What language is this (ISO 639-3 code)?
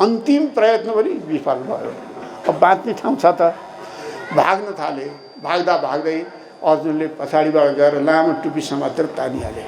nep